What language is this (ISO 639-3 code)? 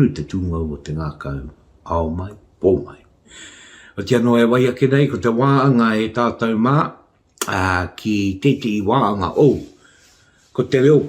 mri